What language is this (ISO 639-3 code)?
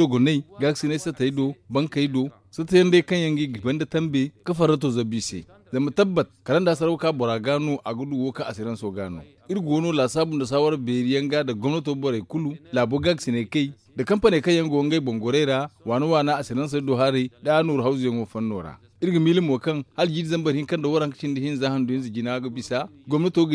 dje